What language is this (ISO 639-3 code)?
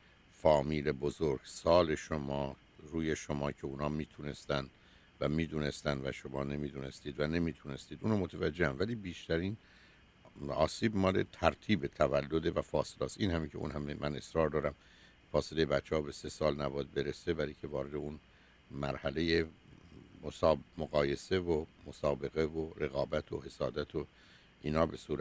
fas